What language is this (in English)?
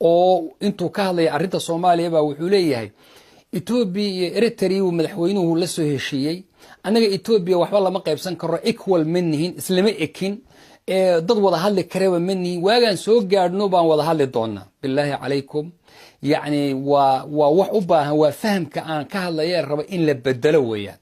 Somali